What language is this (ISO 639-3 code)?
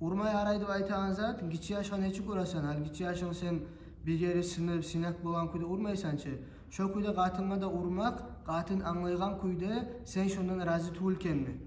kum